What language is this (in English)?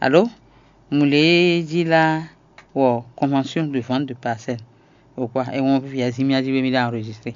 Fon